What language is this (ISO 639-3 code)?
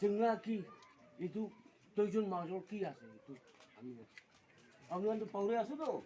nag